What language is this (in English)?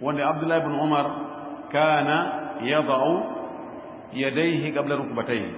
Fula